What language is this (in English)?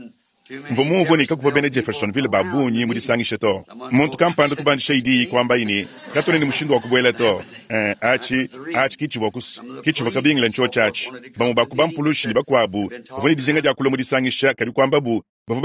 Luba-Lulua